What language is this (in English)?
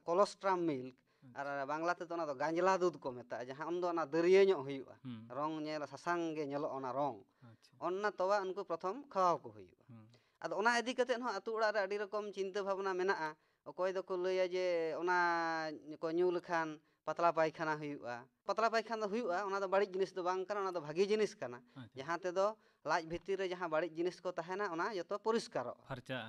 Santali